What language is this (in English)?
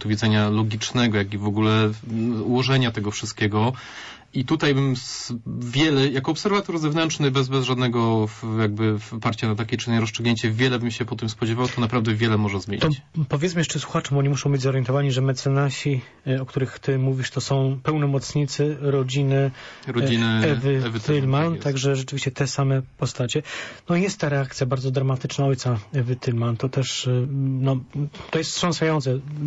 Polish